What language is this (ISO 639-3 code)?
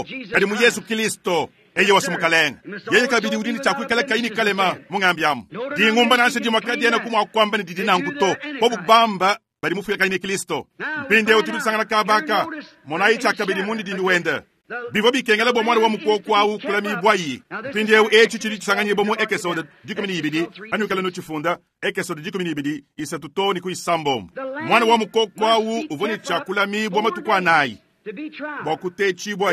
lua